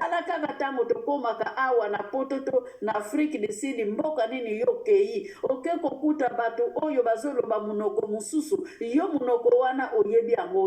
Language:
Lingala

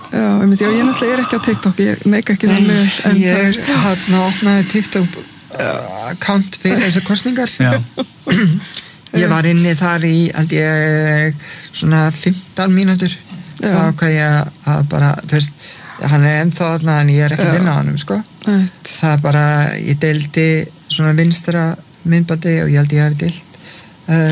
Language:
Icelandic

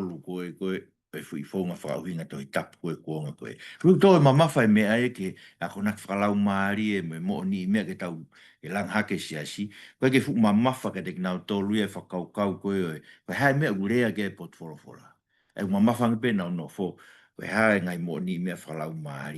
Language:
Tongan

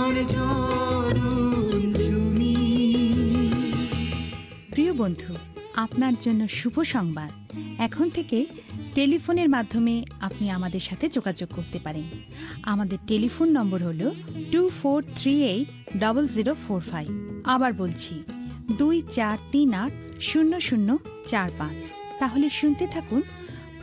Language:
Bangla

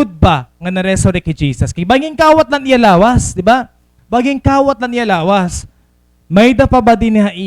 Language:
Waray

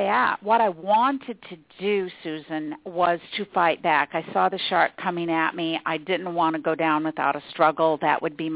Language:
English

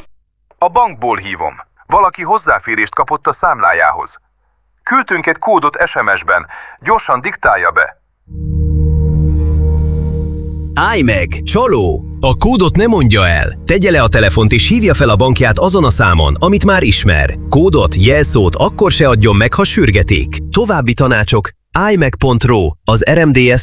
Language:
Hungarian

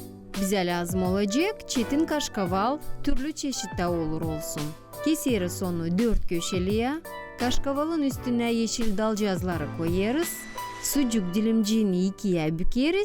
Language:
Gagauz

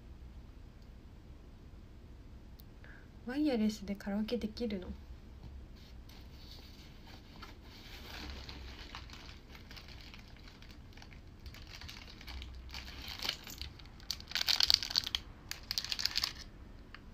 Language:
Japanese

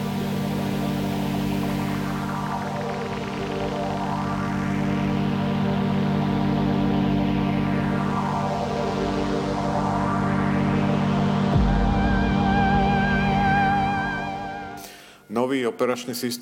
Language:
Slovak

